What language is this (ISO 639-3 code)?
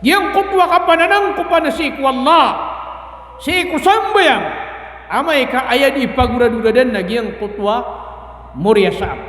mrw